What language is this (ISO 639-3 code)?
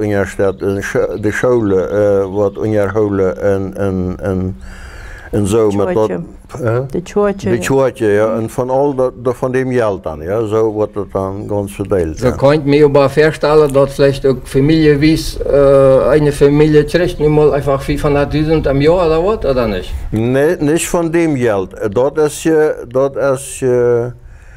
pdt